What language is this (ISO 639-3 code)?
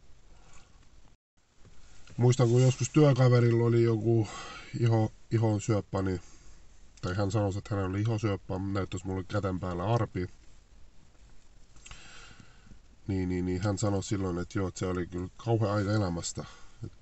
fin